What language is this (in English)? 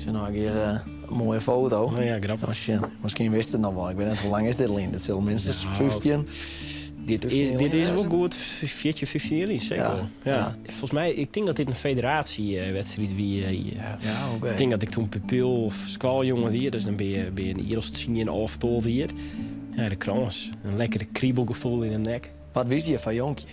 Western Frisian